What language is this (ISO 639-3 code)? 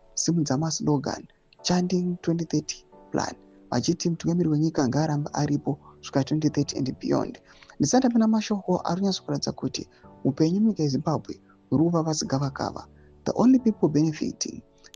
sna